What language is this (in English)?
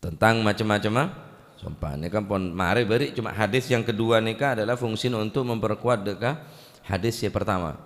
Madurese